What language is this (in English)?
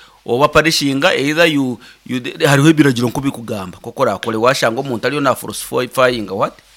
Nyankole